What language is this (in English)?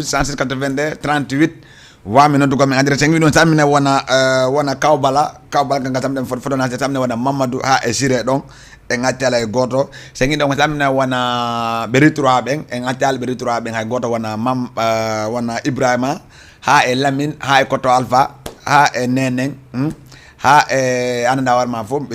Fula